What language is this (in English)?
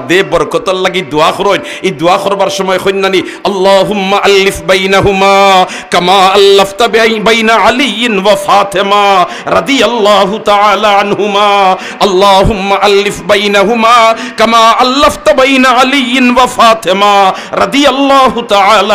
Sylheti